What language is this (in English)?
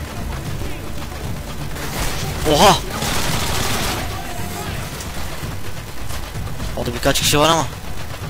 Turkish